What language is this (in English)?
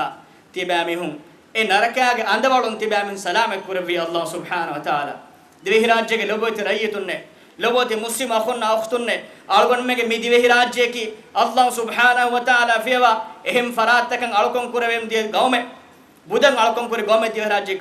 Divehi